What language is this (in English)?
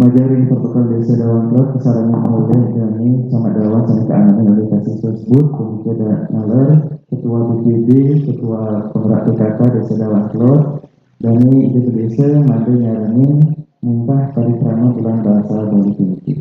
Balinese